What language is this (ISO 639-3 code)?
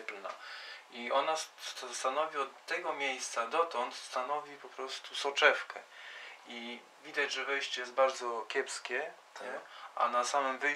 pol